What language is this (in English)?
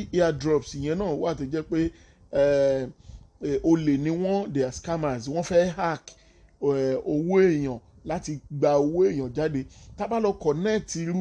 Yoruba